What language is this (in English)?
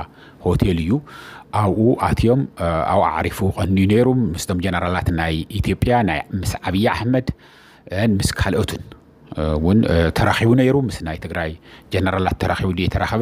Tigrinya